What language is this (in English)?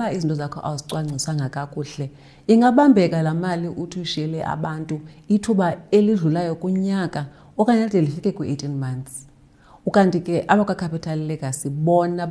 Xhosa